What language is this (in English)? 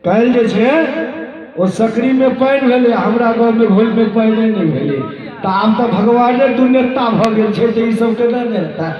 Maithili